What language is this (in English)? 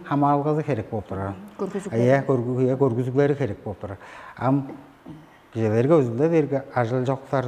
Tuvinian